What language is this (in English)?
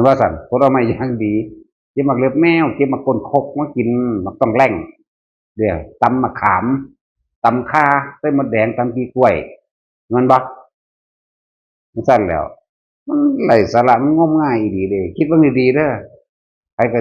Northeastern Thai